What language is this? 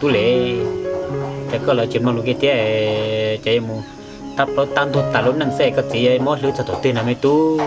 Hmong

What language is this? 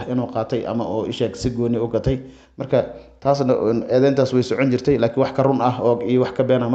Somali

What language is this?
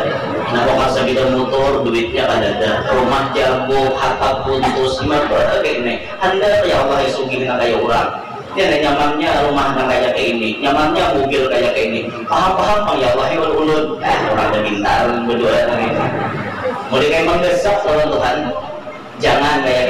Banjar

